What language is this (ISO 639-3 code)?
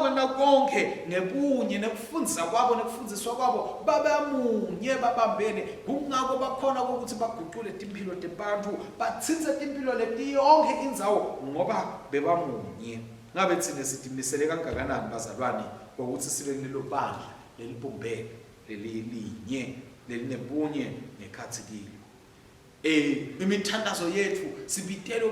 ssw